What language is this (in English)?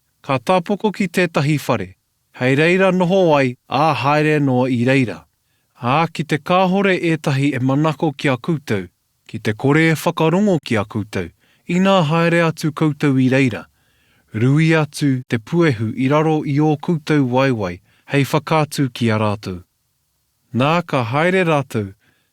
Māori